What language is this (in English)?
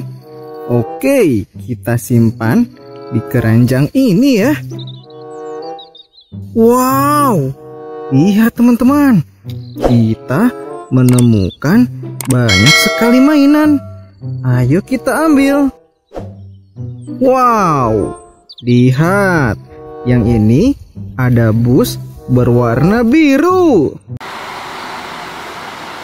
Indonesian